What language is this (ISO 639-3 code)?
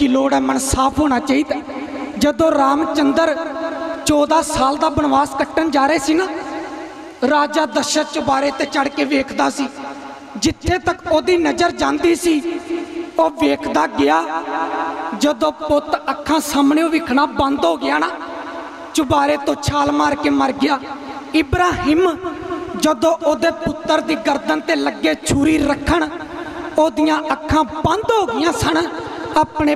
pan